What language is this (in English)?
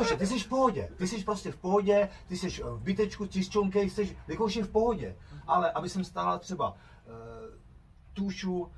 Czech